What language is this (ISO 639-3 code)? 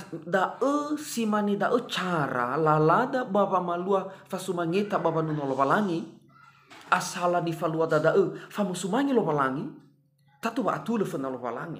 nia